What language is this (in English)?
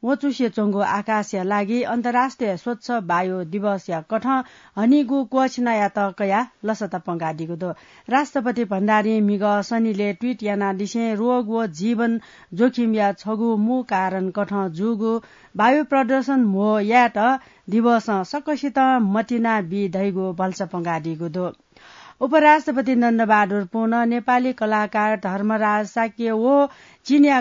Newari